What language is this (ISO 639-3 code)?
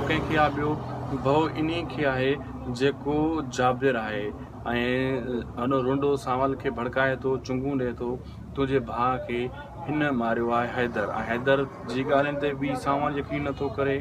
snd